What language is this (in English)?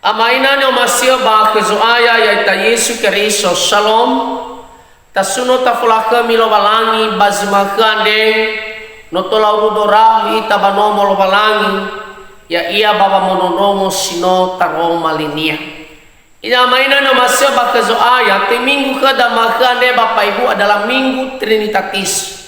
Nias